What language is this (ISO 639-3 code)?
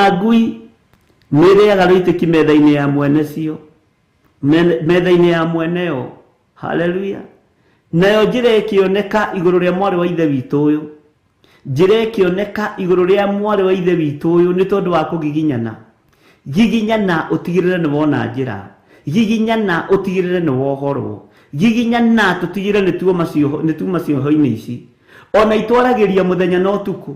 kik